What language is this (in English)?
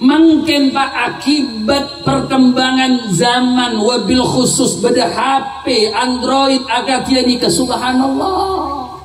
Madurese